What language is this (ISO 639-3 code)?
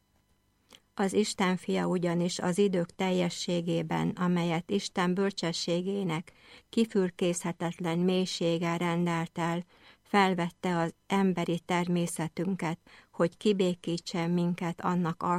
hun